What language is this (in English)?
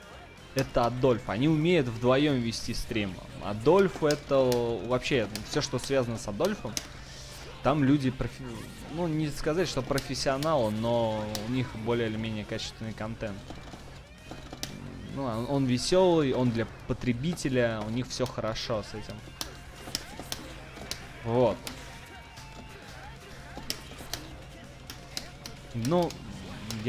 Russian